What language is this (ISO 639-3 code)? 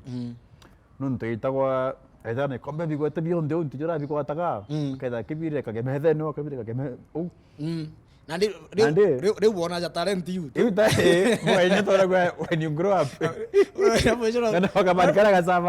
mer